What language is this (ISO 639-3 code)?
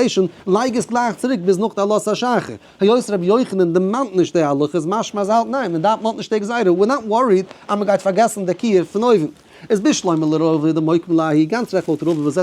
yid